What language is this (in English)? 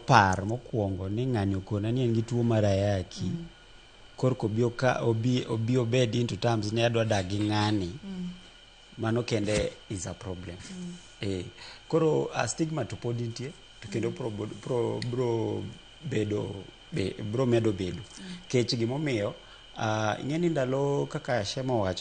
Luo (Kenya and Tanzania)